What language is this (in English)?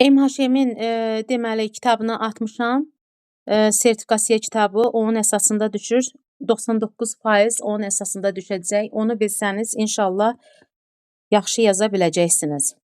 Azerbaijani